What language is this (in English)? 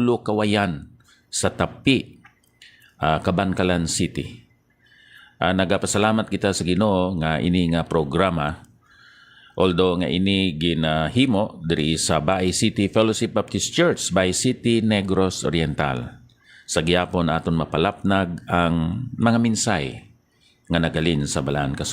Hiligaynon